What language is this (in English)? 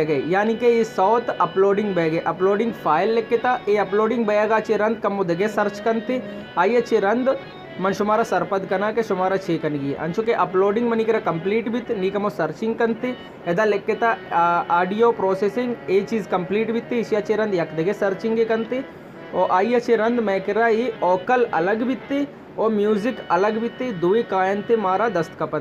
Baluchi